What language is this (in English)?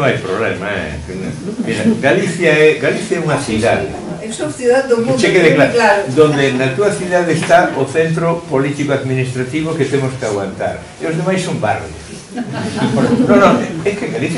Galician